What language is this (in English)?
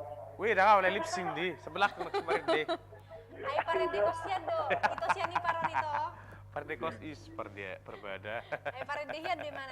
Batak Toba